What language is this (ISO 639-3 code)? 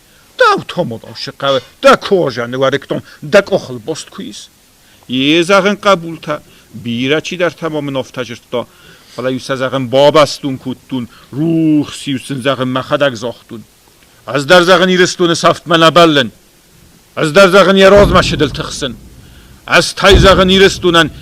oss